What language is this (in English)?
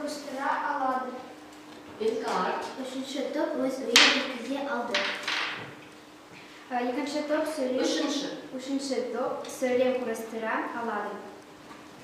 Kazakh